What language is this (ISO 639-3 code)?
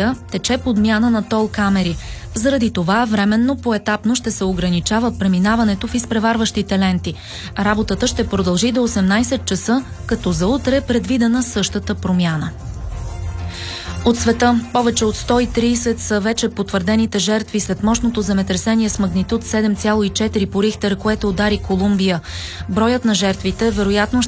bul